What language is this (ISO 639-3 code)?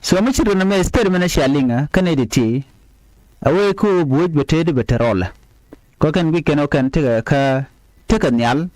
nus